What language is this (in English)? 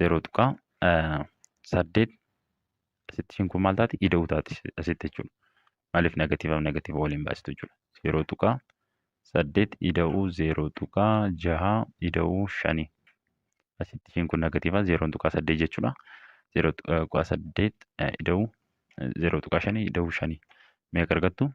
Oromo